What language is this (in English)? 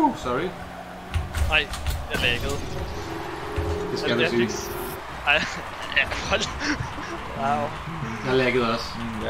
Danish